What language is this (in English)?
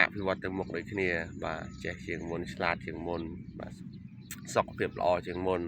Khmer